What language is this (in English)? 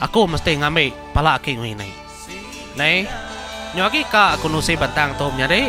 Iban